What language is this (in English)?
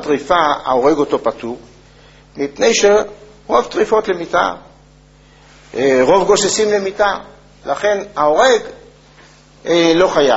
Hebrew